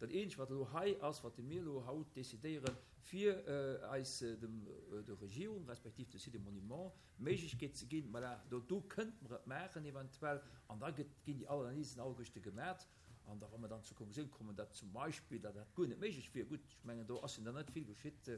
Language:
Luxembourgish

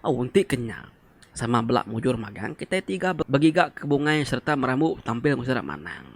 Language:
Iban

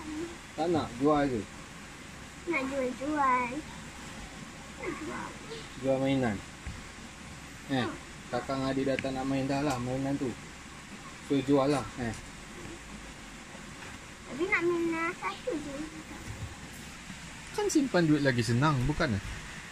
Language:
Malay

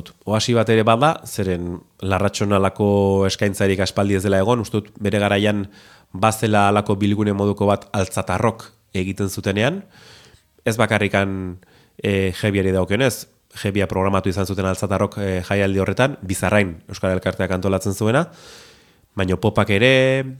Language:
Basque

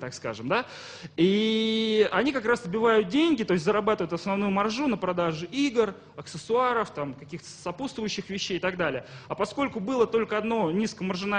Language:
Russian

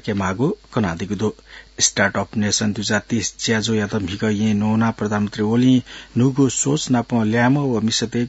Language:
Newari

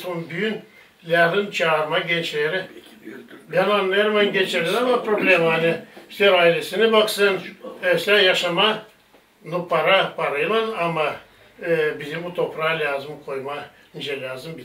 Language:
Gagauz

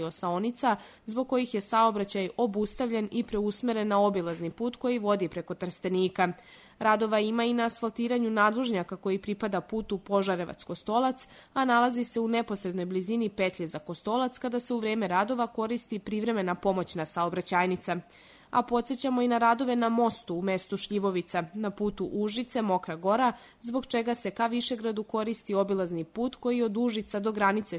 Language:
Serbian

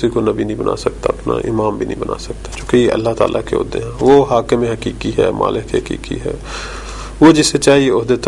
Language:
Urdu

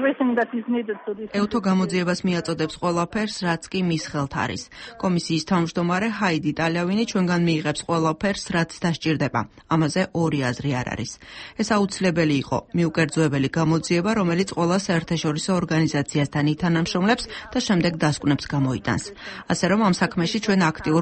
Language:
Georgian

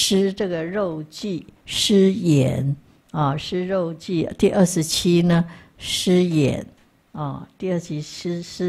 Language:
Chinese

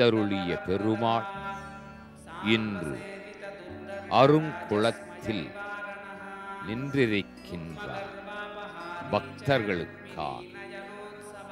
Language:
Tamil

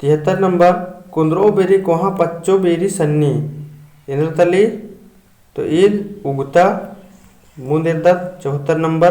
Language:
Kurukh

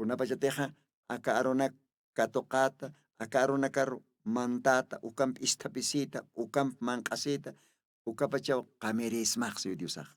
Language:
Aymara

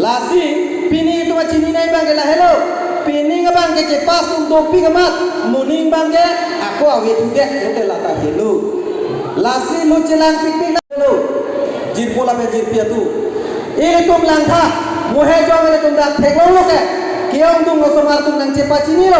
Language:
Karbi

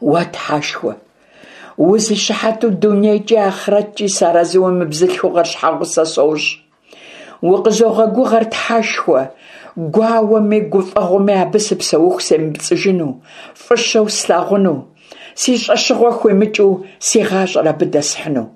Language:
Kabardian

